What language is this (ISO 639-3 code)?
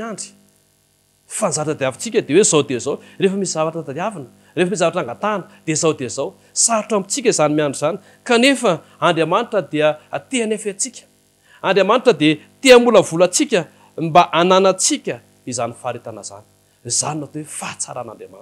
mlg